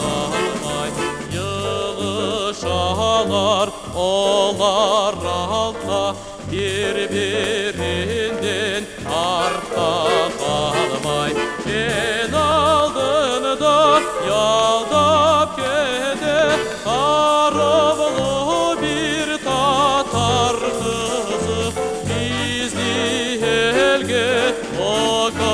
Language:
Crimean Tatar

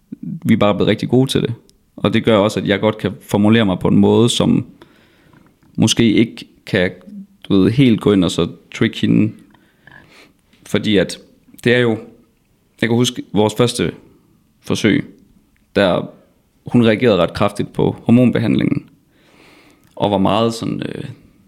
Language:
Danish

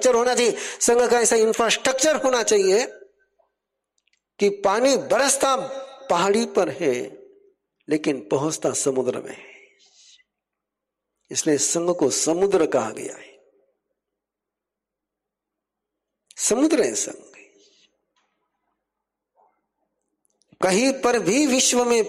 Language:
Hindi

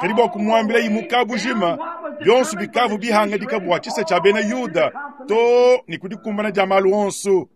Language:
Luba-Lulua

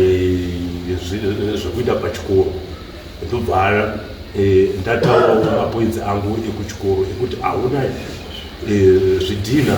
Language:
Shona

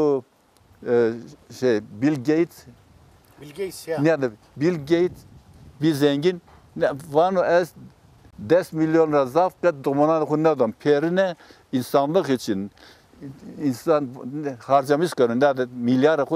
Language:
Zaza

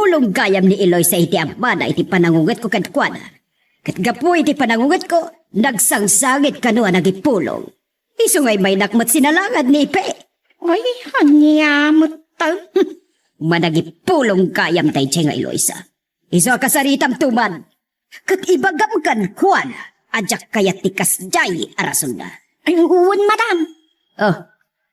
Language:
Iloko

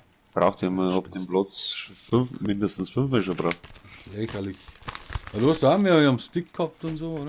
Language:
Bavarian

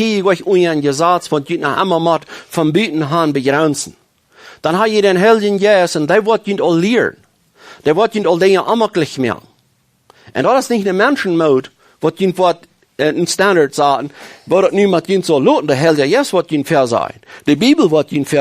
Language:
Plautdietsch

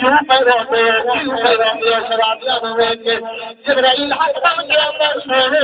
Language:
Saraiki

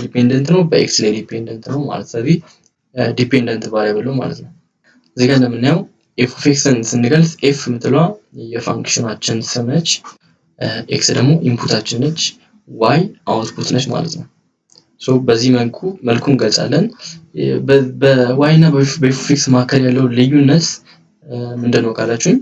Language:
Amharic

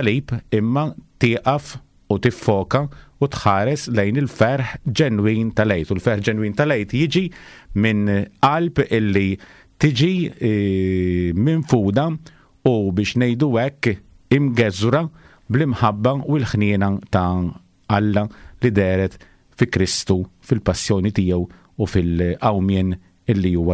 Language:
Maltese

